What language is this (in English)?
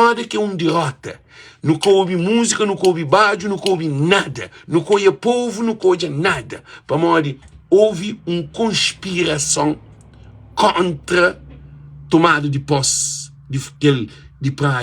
Kabuverdianu